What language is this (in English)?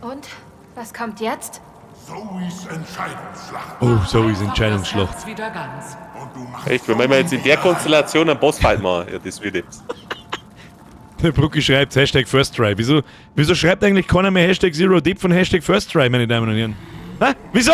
Bavarian